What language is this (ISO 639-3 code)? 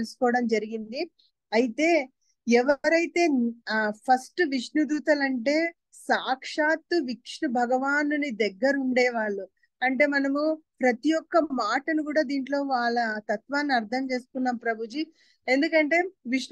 tel